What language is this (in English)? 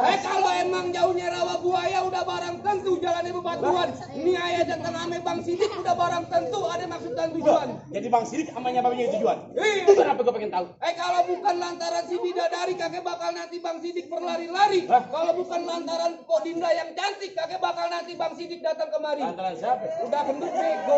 Betawi